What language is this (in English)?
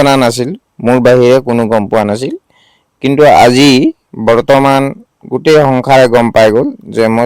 Assamese